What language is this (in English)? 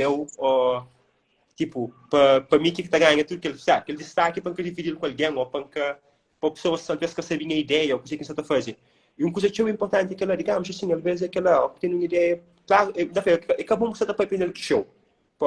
Kabuverdianu